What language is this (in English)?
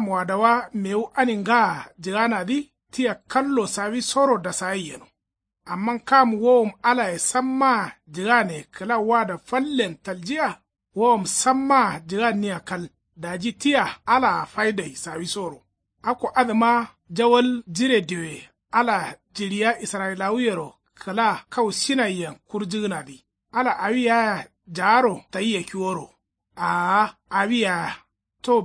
Kanuri